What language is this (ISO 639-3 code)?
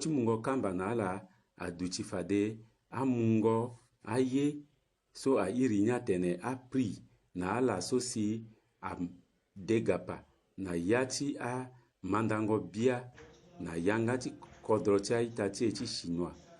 sag